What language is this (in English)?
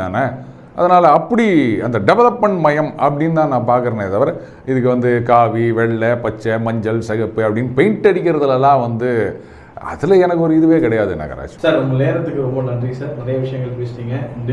Tamil